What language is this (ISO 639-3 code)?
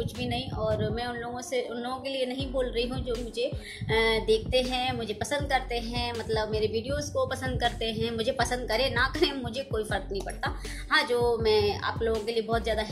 hin